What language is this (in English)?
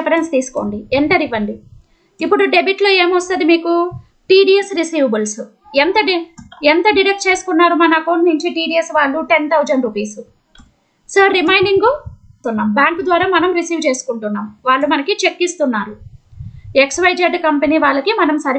Telugu